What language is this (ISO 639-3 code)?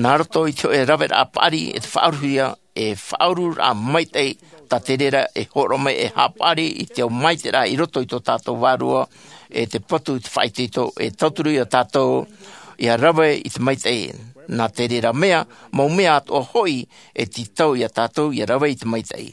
tah